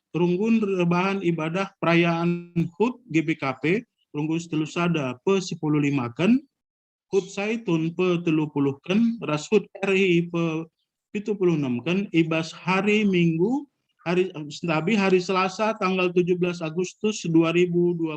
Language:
Batak Karo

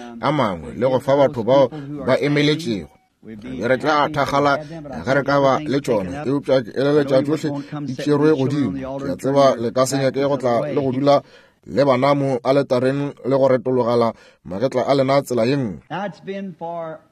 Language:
Northern Sotho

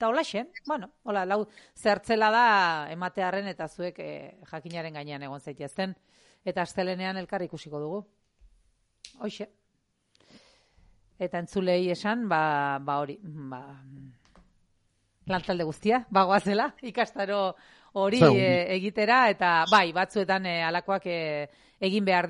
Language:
Basque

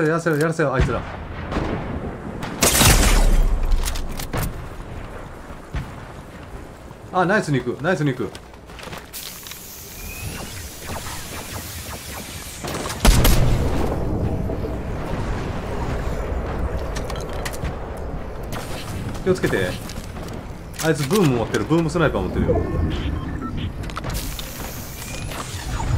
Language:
Japanese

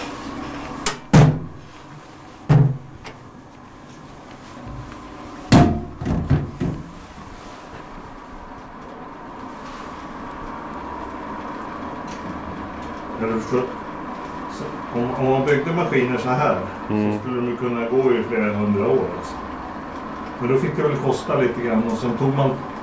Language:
Swedish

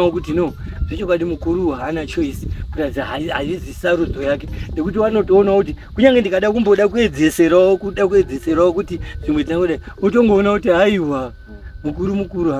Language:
Shona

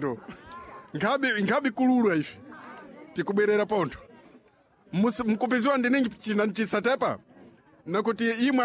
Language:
Sena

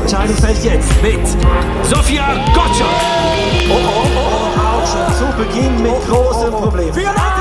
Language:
Swiss German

